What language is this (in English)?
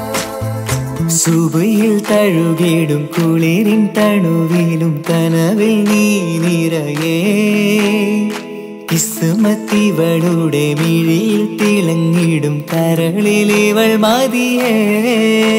Malayalam